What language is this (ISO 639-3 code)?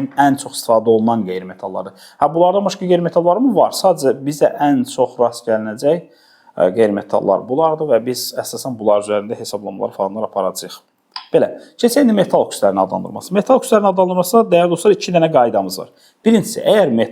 aze